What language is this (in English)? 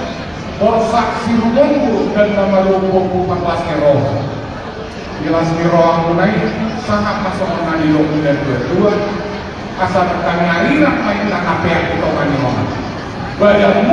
Batak Toba